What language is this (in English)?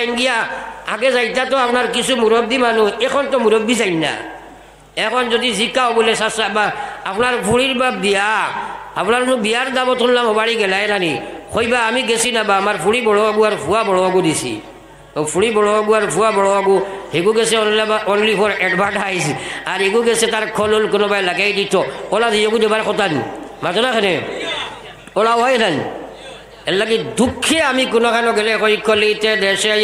Sylheti